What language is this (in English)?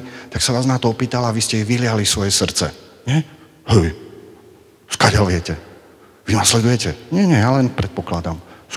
Slovak